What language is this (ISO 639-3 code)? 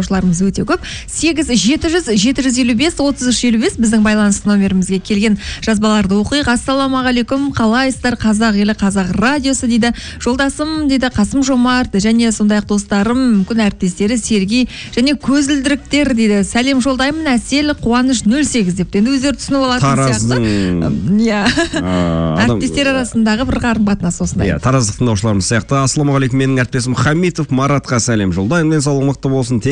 kaz